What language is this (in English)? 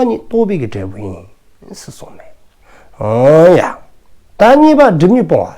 Dzongkha